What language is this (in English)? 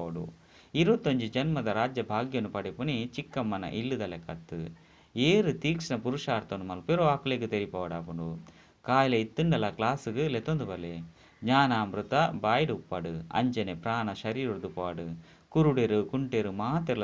Tulu